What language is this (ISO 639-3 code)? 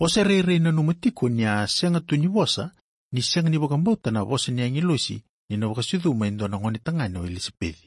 fij